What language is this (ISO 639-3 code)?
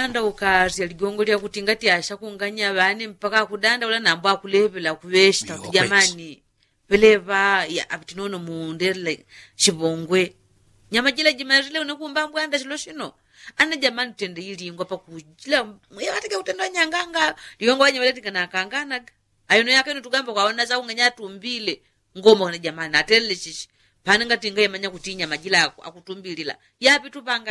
yao